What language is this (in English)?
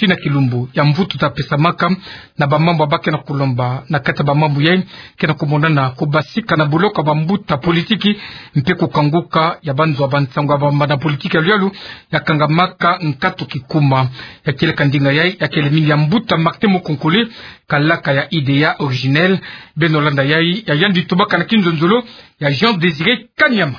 Kituba (Democratic Republic of Congo)